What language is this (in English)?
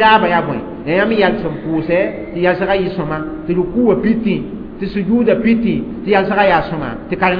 Mossi